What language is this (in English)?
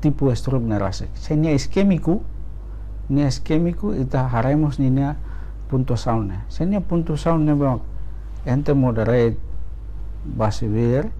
Tetum